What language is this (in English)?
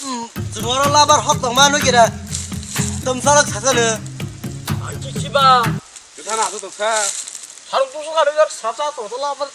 Kok Borok